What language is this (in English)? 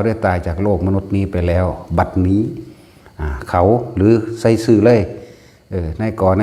Northeastern Thai